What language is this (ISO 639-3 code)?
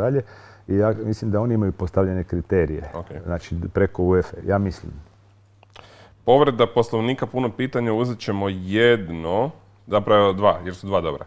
hrv